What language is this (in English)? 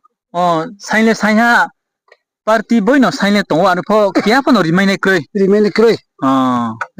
Riang (India)